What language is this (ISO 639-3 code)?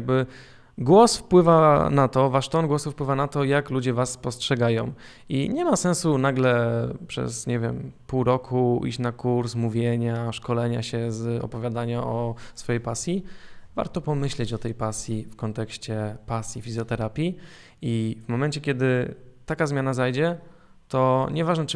pol